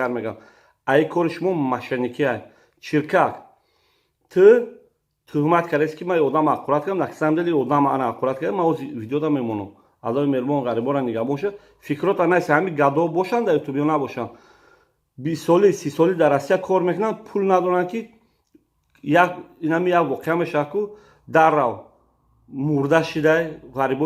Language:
Tajik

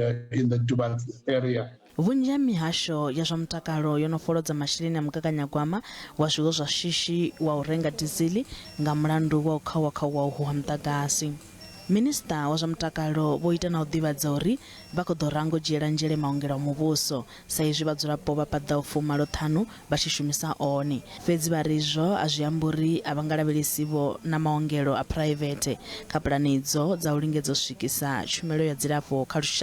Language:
Venda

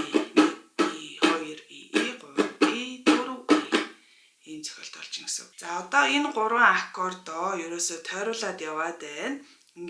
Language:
Mongolian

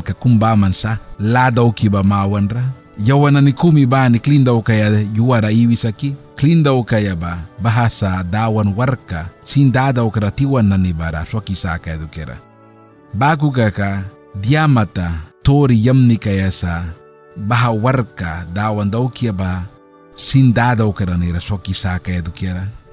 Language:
Mískito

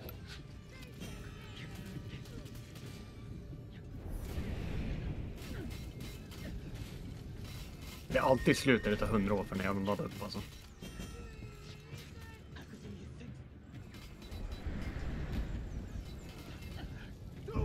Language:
Swedish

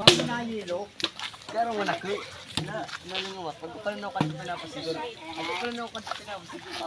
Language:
Bikol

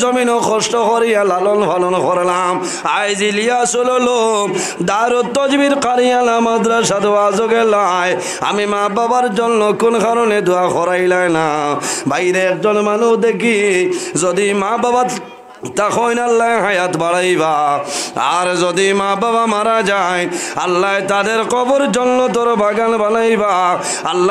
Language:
Sylheti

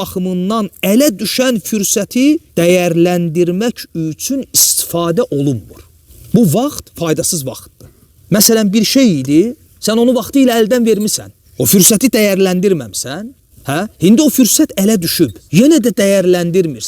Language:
Azerbaijani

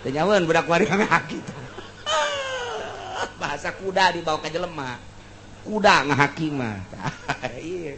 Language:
Sundanese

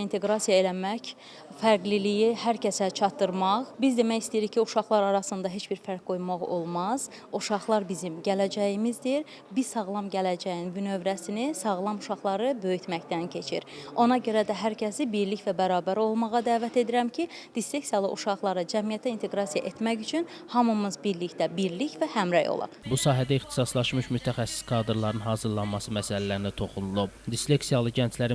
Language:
Azerbaijani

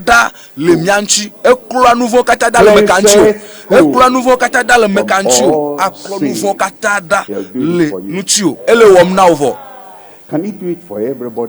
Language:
Ewe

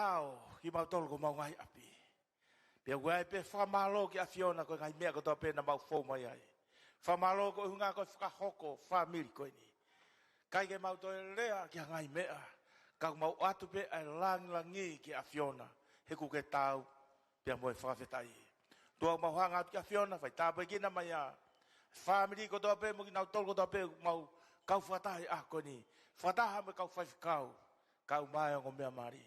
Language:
Tongan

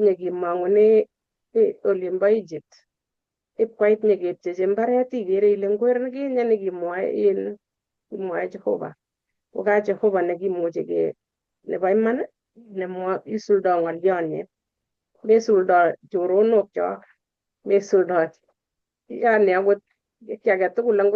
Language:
Kalenjin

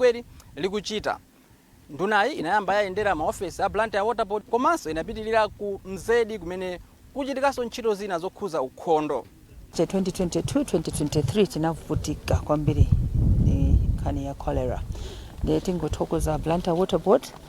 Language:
Nyanja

